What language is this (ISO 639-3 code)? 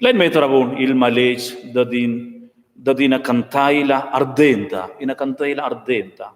roh